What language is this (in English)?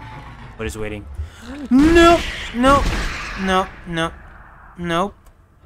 English